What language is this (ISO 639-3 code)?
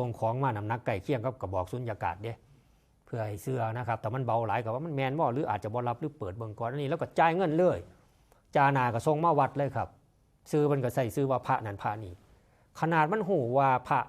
tts